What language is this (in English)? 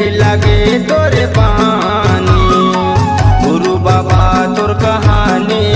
Chhattisgarhi